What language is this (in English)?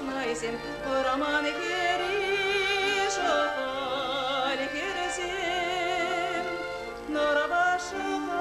Chuvash